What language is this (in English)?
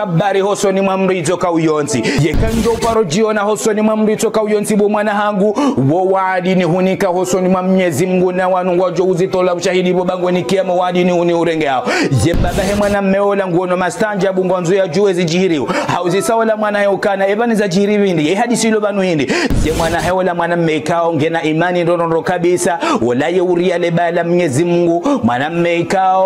Ngazidja Comorian